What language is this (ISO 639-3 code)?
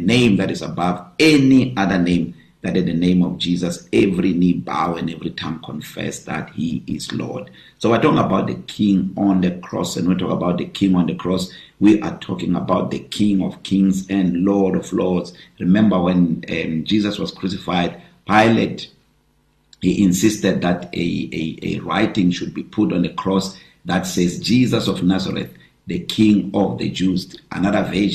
eng